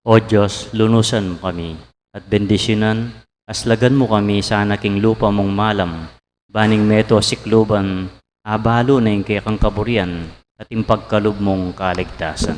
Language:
Pampanga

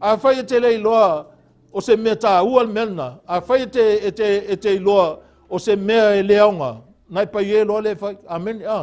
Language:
Samoan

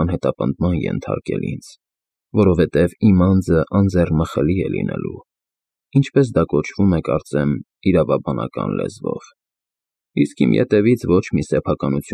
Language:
Armenian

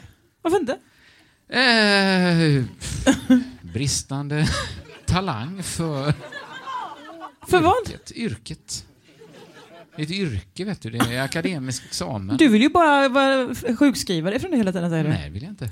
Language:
Swedish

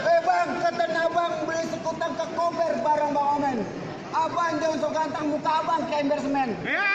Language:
Betawi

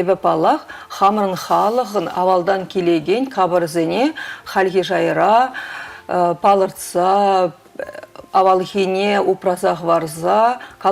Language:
Chuvash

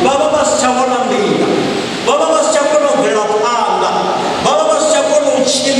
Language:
Venda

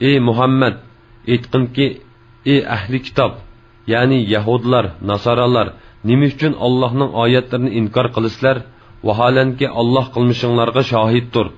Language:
Uyghur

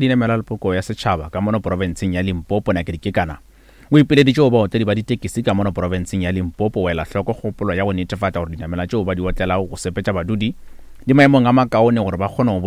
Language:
Northern Sotho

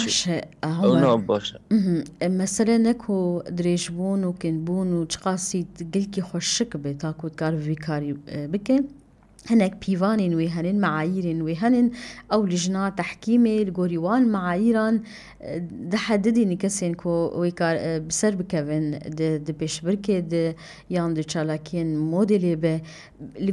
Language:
Kurdish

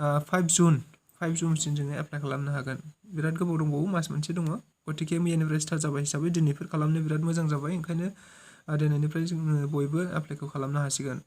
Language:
Bodo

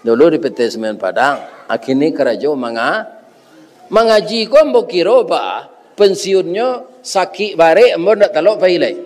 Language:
Minangkabau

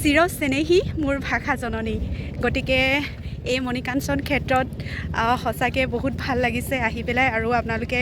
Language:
Assamese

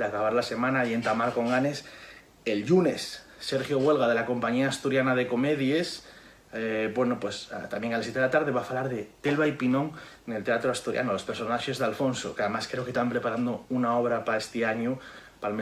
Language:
Asturian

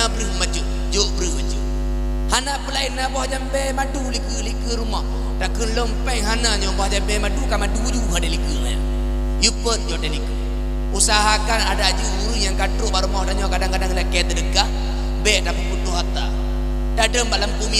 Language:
Achinese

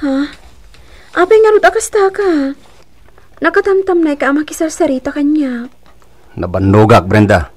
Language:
Iloko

